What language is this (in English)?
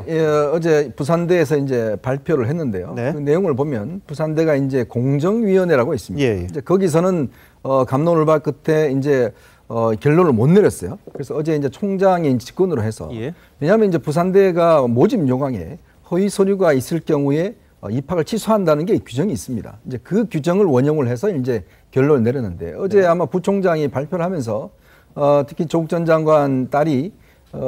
Korean